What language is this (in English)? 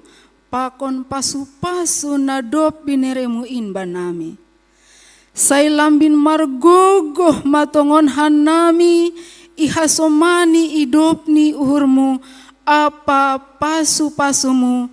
Batak Simalungun